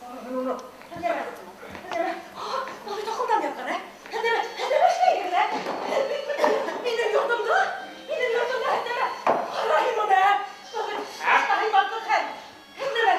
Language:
Bashkir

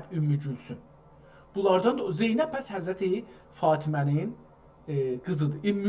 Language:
South Azerbaijani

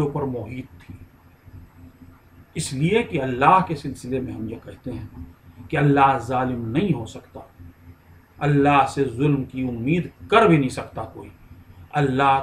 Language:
Urdu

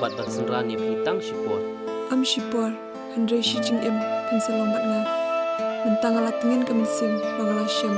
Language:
Khasi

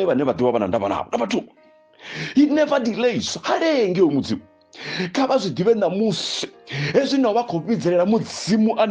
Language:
Venda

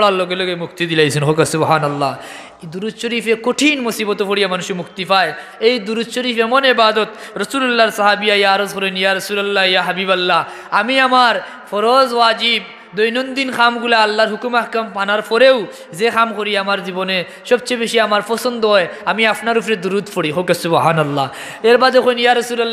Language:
Sylheti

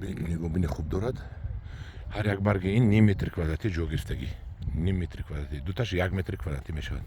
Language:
Tajik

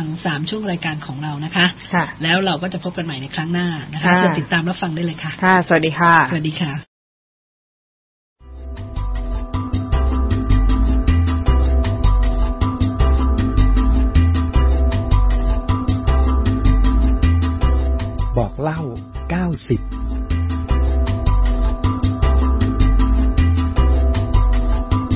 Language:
Thai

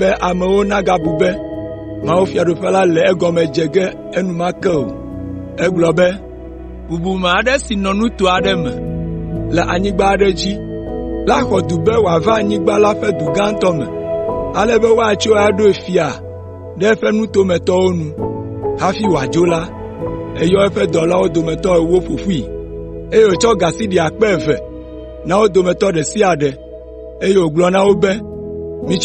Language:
Ewe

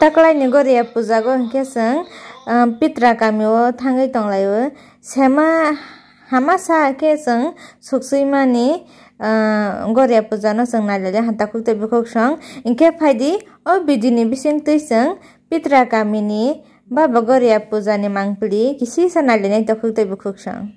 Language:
Kok Borok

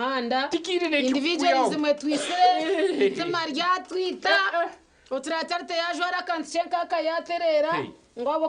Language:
Nyankole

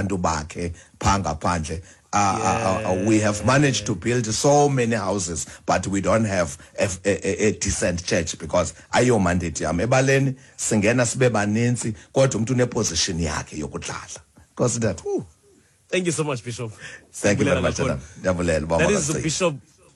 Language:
Xhosa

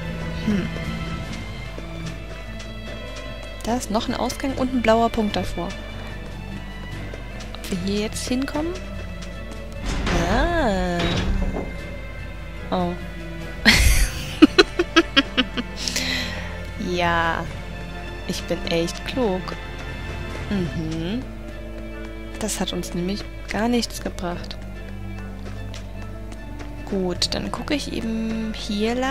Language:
German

